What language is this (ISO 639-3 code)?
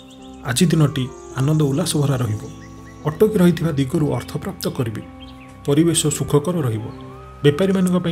ori